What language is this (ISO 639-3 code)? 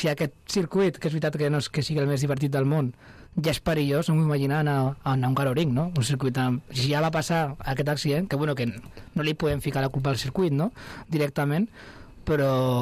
cat